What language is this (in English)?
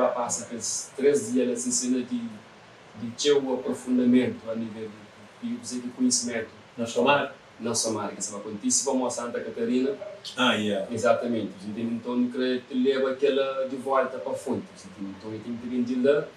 Kabuverdianu